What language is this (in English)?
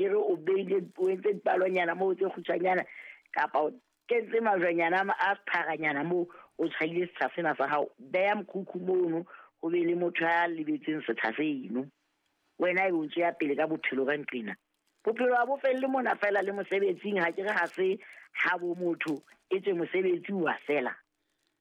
Southern Sotho